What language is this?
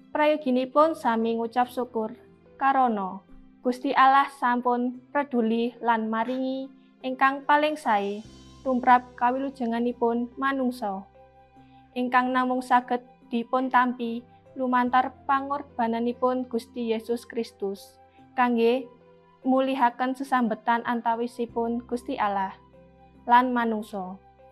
Javanese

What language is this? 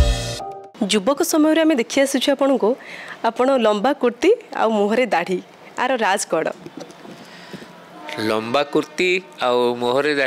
Odia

